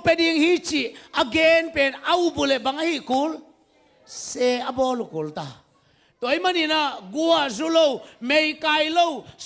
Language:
Tedim Chin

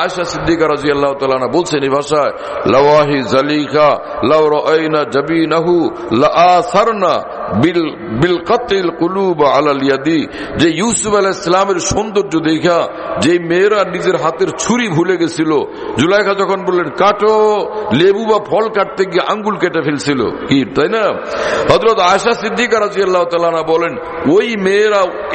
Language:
Bangla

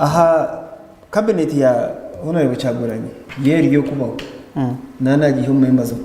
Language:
Nyankole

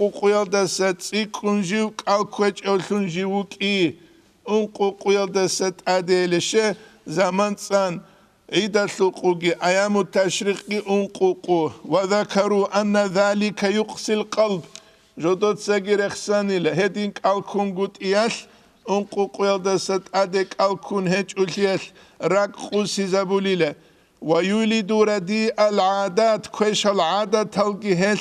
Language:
Avaric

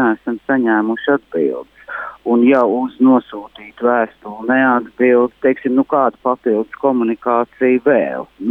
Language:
Latvian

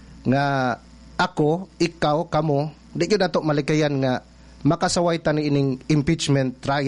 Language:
Cebuano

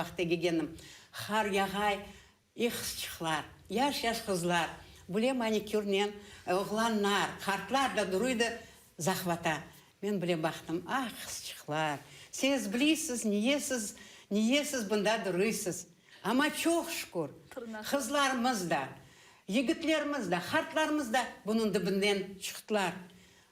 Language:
Crimean Tatar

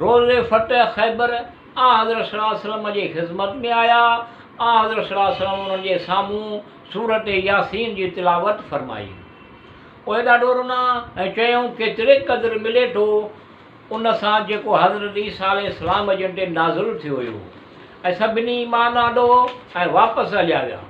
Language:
Sindhi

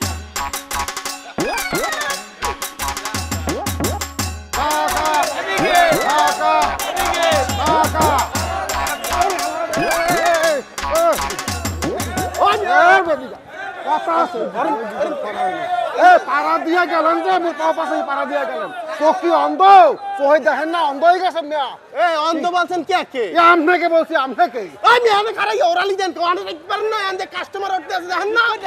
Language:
Bangla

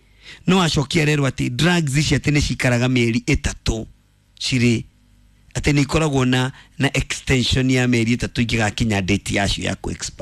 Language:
Kikuyu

